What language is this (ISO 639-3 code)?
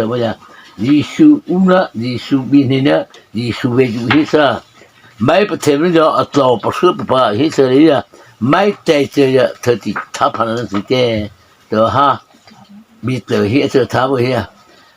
mrh